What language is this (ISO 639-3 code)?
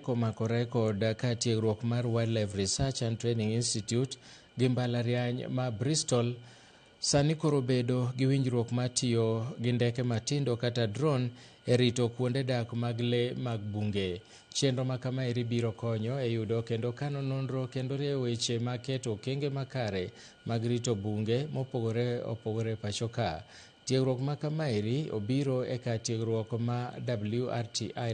luo